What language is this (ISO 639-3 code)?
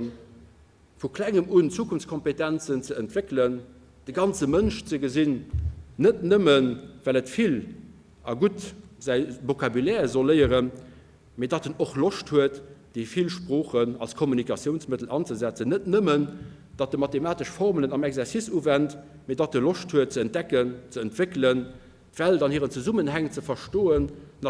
ltz